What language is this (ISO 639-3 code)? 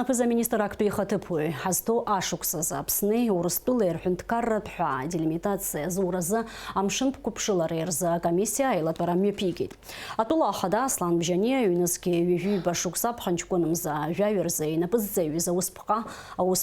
abk